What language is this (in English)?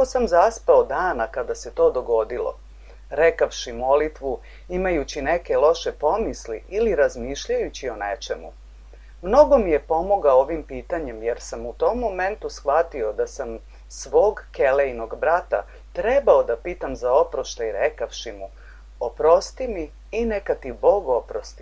Serbian